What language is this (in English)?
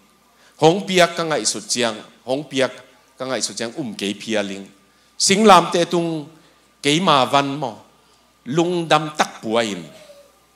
Tedim Chin